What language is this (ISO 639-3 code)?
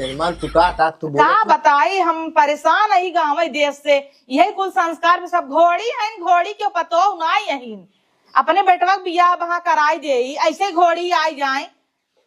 awa